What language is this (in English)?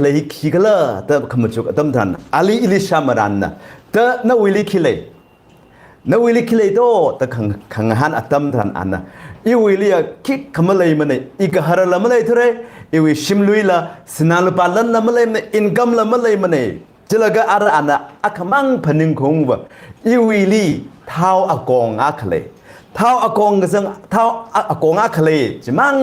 Tangkhul Naga (India)